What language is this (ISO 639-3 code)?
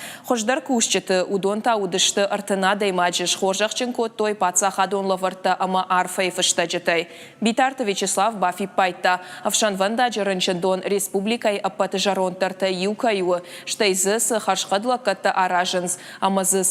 oss